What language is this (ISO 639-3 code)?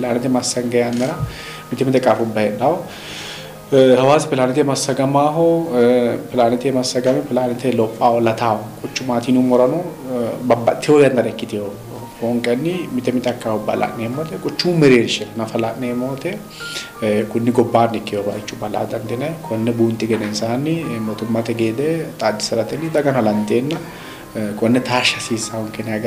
sid